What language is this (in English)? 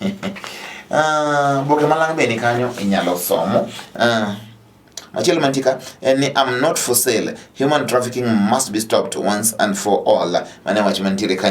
Luo (Kenya and Tanzania)